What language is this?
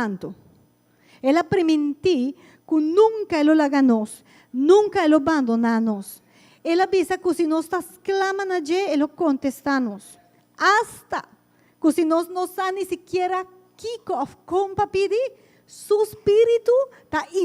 Papiamento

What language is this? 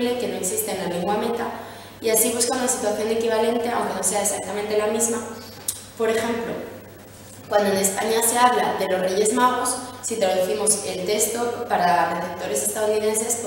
Spanish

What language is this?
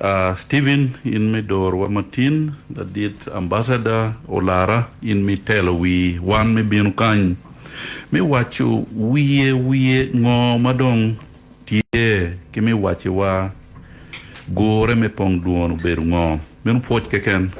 Acoli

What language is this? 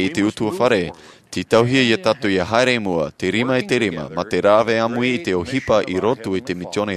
Tahitian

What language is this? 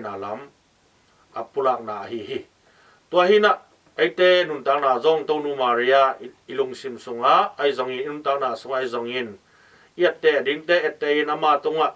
Tedim Chin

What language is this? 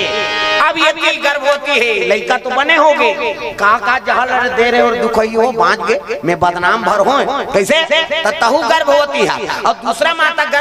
Chhattisgarhi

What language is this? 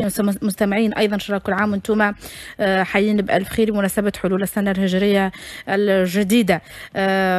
Tunisian Arabic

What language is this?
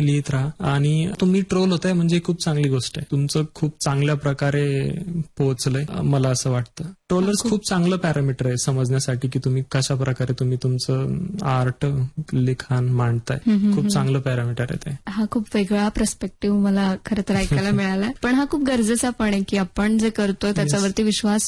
Marathi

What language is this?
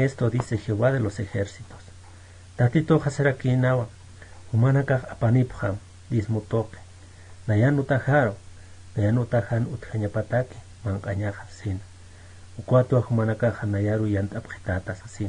Aymara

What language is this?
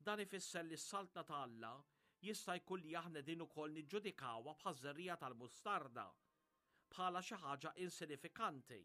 Maltese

